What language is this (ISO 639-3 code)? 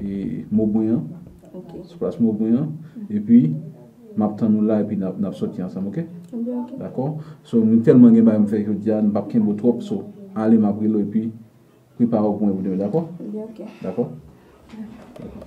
hat